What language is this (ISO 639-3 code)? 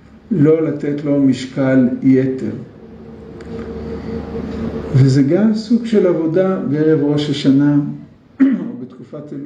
heb